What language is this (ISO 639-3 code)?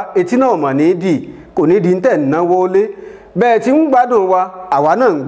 yor